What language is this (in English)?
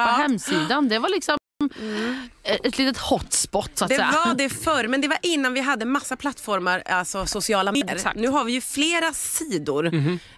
Swedish